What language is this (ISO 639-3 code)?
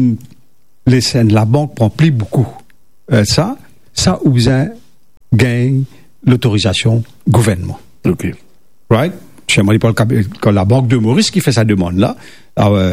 mfe